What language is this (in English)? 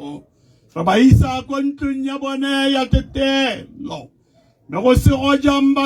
Tswana